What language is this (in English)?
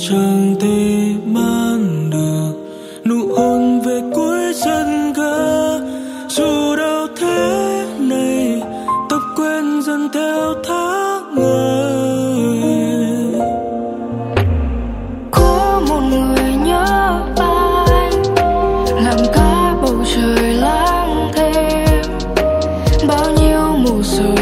Vietnamese